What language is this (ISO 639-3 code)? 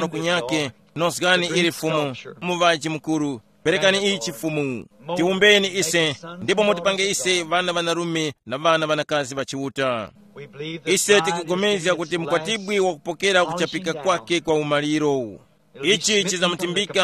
tum